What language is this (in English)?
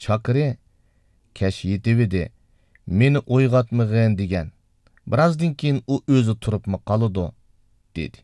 Uyghur